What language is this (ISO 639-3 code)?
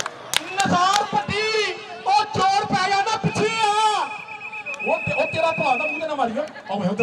pan